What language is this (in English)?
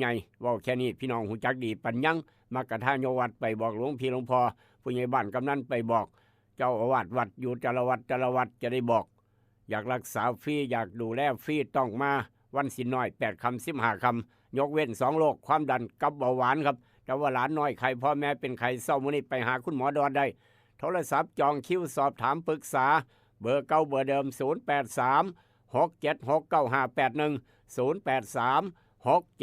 Northeastern Thai